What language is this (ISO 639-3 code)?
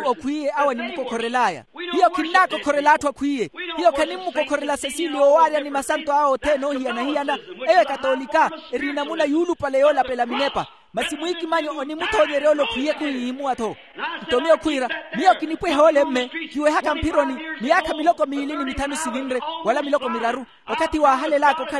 vmw